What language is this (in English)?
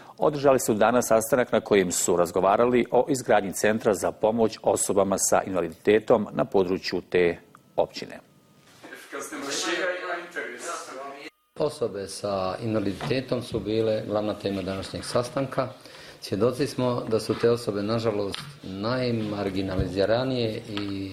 Bosnian